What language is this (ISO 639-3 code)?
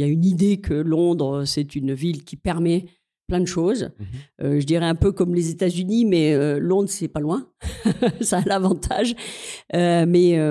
fra